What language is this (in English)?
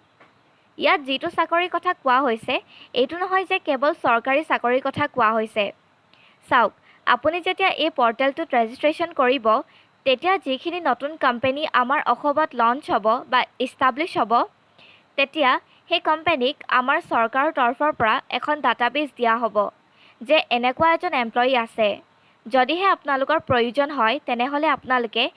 Assamese